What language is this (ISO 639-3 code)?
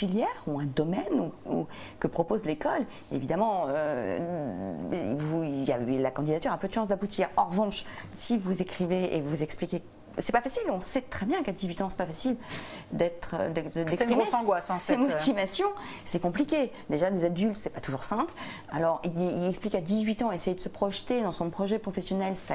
fra